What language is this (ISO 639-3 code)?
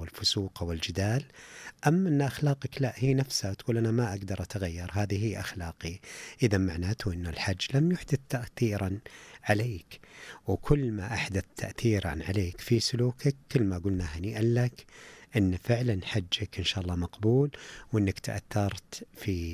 ars